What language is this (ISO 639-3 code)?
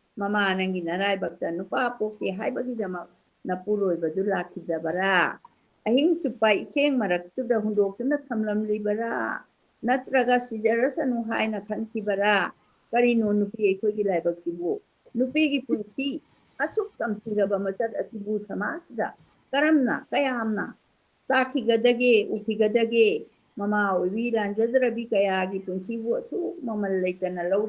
mni